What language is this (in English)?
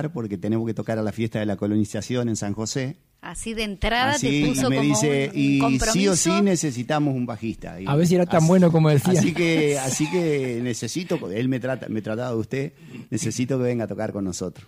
Spanish